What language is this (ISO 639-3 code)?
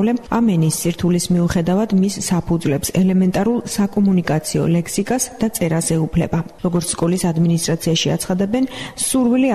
kat